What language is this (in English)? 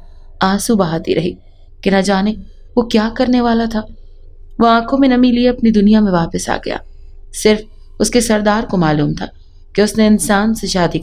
Urdu